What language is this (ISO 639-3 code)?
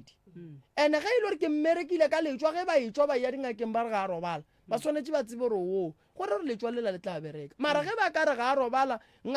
nso